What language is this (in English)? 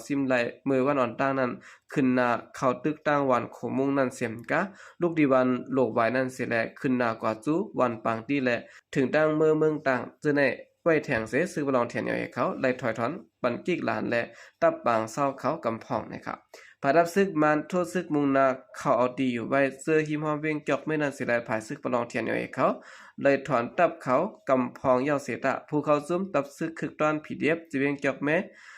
Shan